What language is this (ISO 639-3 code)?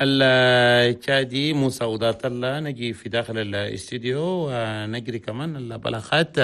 shu